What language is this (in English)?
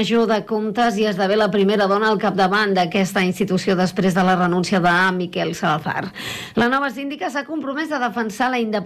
Catalan